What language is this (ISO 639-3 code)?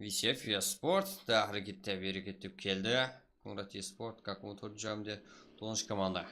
kaa